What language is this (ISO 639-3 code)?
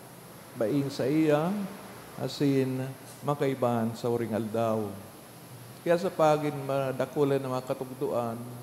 bik